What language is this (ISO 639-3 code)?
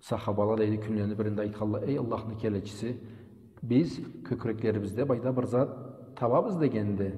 krc